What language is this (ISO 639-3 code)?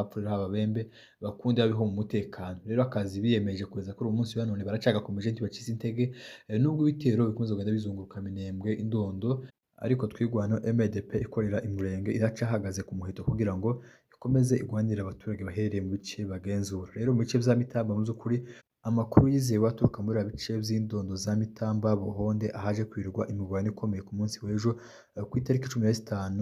kin